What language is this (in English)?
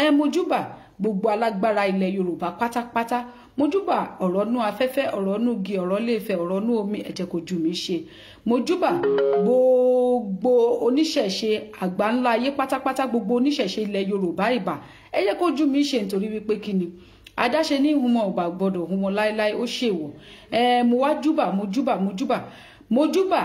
Yoruba